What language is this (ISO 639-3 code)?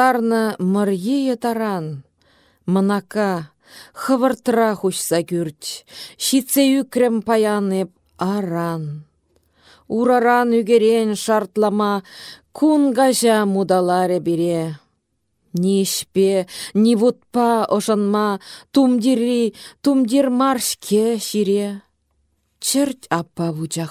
chv